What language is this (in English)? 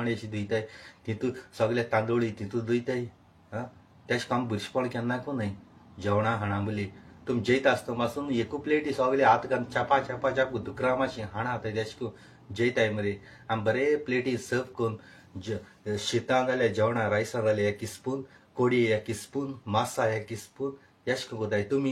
Konkani